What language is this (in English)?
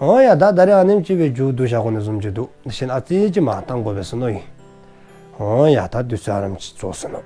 Dzongkha